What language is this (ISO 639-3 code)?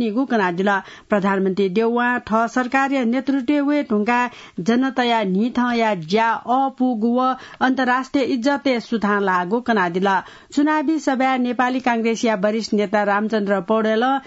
new